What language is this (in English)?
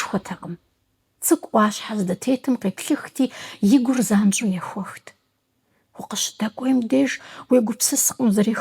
Kabardian